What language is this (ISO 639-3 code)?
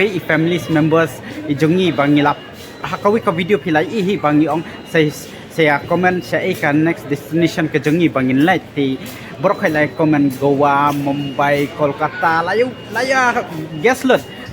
kha